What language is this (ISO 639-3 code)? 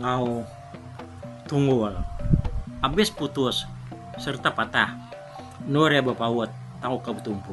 iba